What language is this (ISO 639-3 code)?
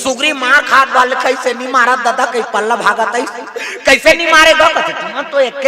hne